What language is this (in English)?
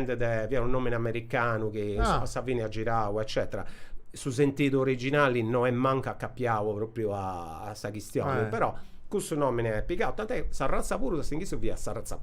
Sardinian